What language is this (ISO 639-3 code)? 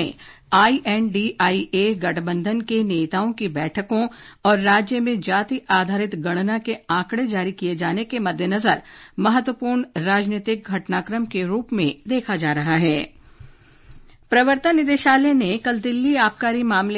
hin